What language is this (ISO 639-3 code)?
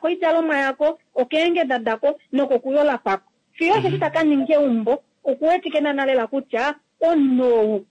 kua